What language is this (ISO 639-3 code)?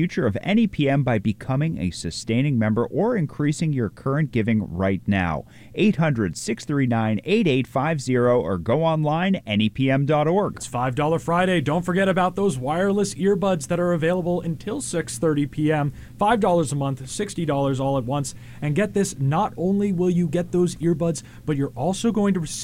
eng